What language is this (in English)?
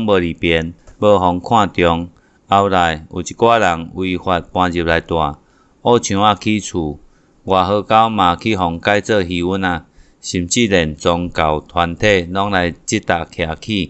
Min Nan Chinese